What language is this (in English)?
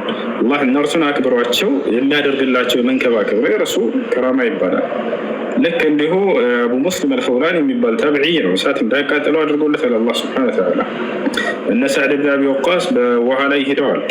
Amharic